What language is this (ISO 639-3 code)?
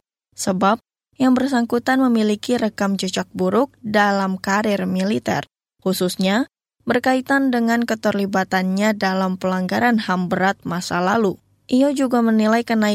ind